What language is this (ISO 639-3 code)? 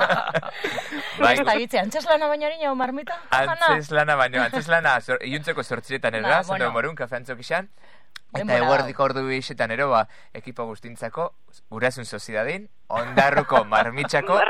eus